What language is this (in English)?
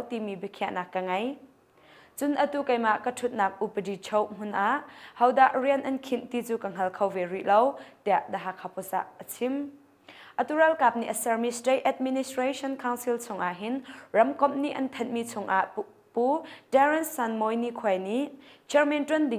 Hakha Chin